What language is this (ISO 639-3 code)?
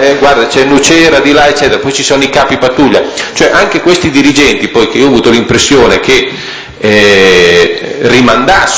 ita